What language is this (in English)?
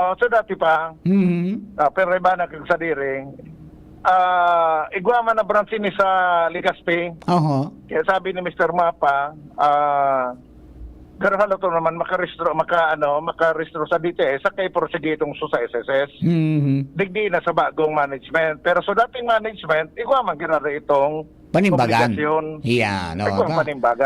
Bikol